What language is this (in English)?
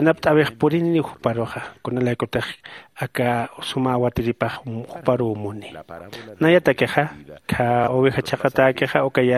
Aymara